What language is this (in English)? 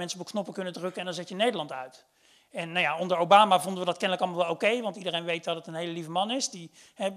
Dutch